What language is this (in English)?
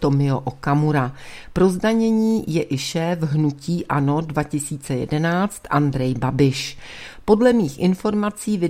Czech